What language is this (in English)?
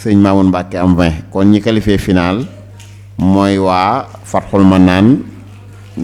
Wolof